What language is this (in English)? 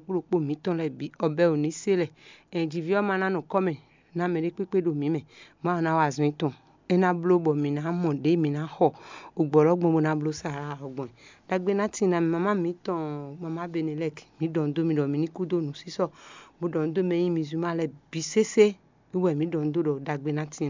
Fon